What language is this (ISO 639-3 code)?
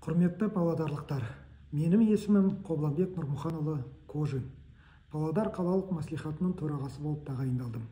kaz